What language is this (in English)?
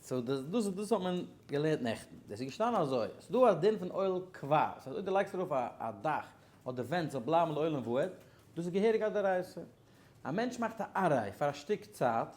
Yiddish